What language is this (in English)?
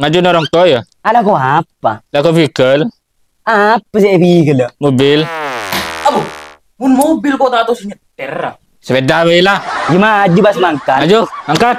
Madurese